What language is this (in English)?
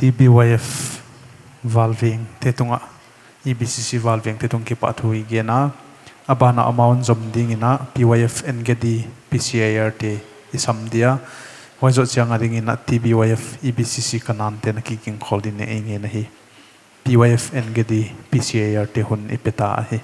Paite Chin